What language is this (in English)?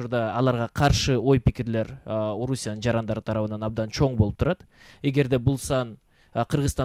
Kyrgyz